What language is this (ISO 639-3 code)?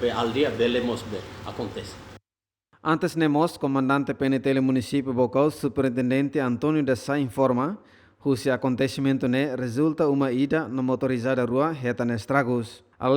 tet